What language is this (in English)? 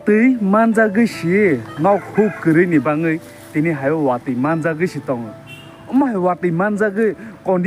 Kok Borok